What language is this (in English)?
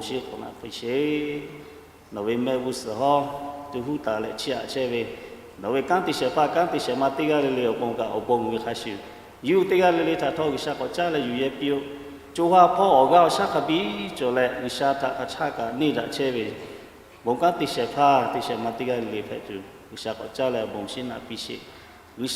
Lahu